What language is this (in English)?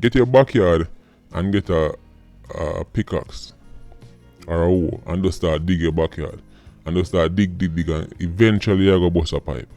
Jamaican Creole English